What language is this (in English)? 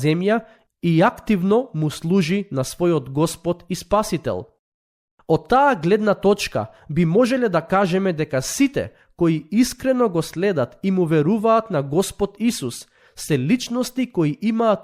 Macedonian